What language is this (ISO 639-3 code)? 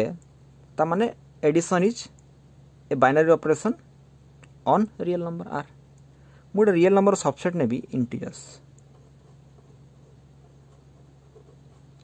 hin